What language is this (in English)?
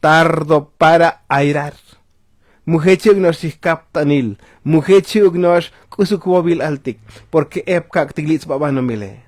Tzotzil